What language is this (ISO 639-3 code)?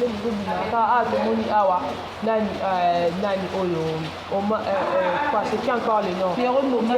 lin